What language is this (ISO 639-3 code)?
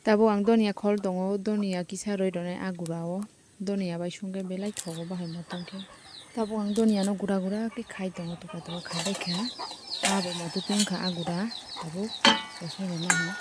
trp